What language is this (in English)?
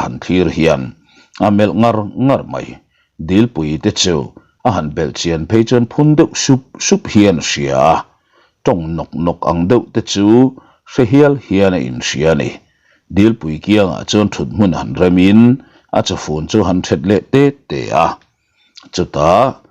Mizo